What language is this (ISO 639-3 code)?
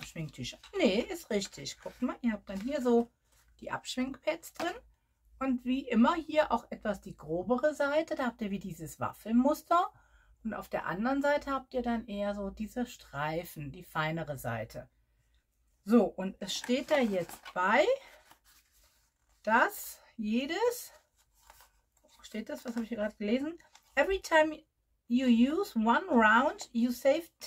deu